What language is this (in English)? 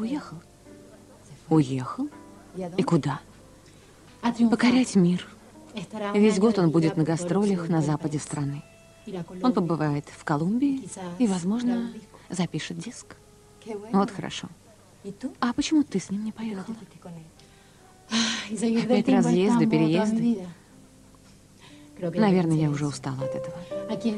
Russian